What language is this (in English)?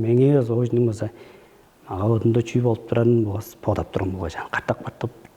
Tuvinian